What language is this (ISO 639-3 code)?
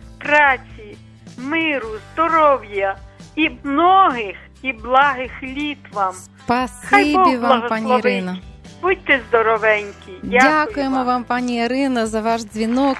ukr